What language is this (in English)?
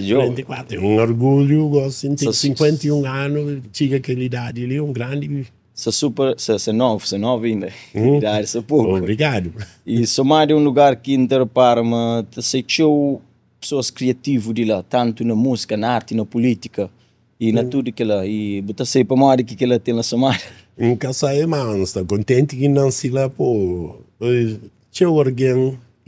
Kabuverdianu